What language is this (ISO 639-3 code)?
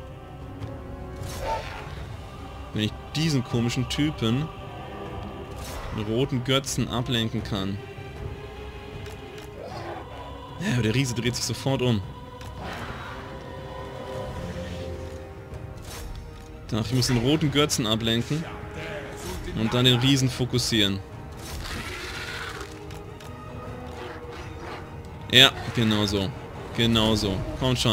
deu